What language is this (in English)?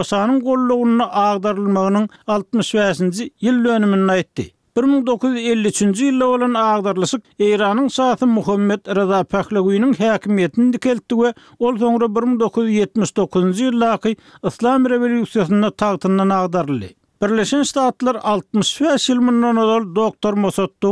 Turkmen